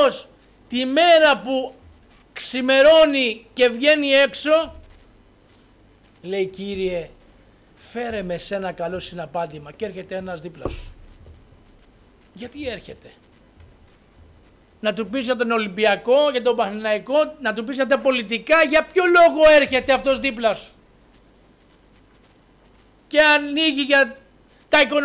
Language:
Greek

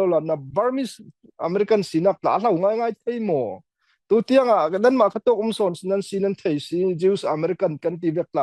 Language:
Falam Chin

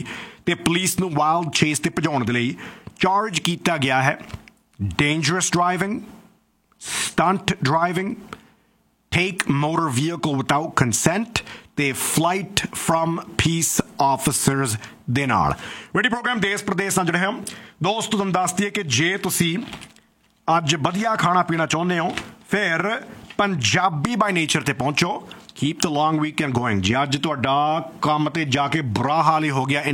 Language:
Punjabi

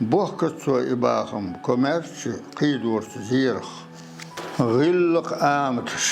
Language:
Chechen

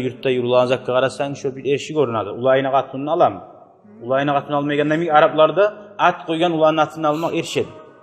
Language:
Kumyk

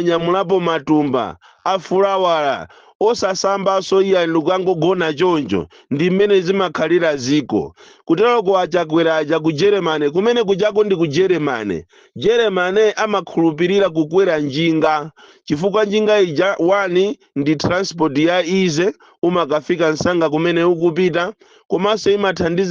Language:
Nyanja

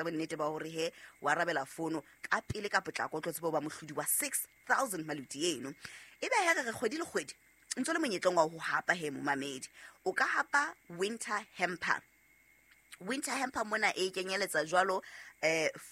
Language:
Southern Sotho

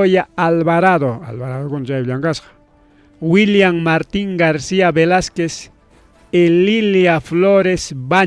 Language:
Ayacucho Quechua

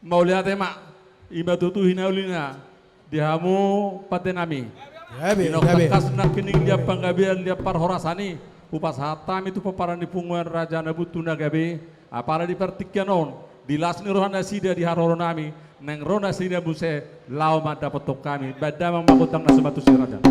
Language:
Batak Toba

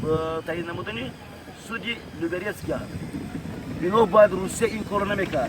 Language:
Tajik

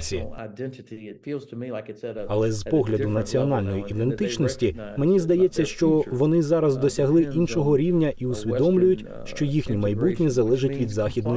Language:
Ukrainian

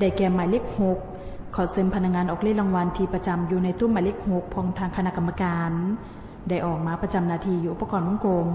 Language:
Lao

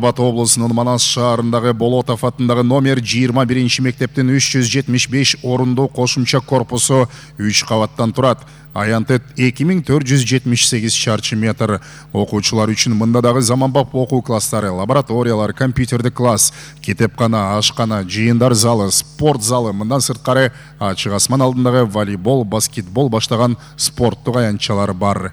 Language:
Kyrgyz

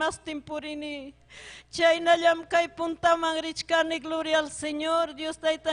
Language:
Ayacucho Quechua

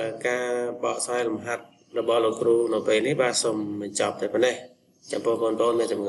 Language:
Khmer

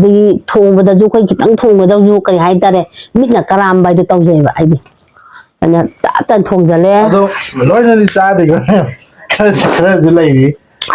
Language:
Manipuri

